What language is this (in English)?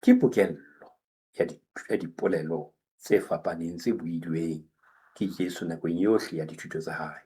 Southern Sotho